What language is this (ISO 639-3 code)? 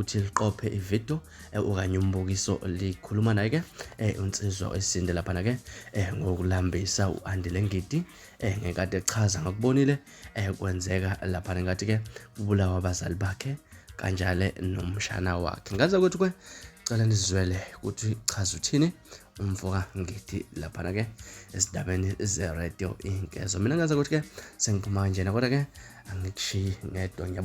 zul